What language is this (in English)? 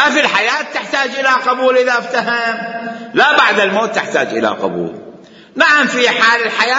Mesopotamian Arabic